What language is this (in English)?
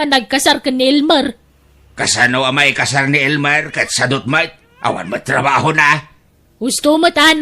Iloko